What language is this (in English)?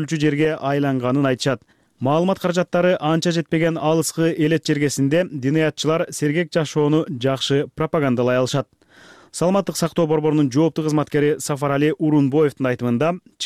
Kyrgyz